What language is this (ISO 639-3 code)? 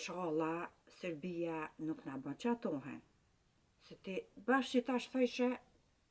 sqi